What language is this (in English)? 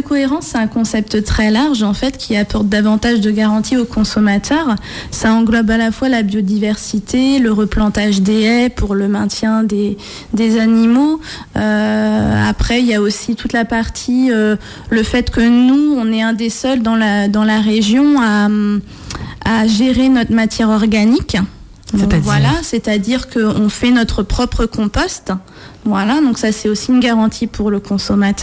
French